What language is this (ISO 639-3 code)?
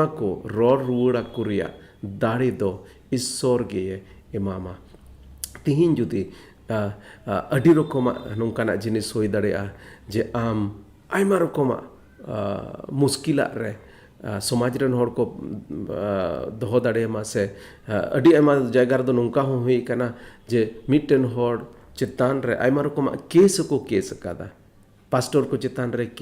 sat